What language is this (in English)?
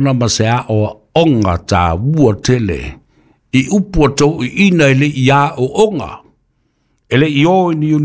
Samoan